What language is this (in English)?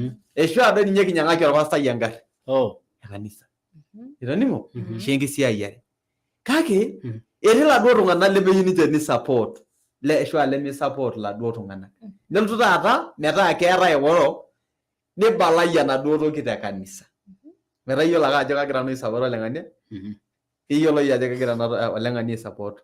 Masai